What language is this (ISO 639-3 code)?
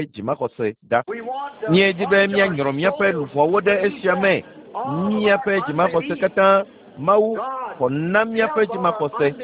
ewe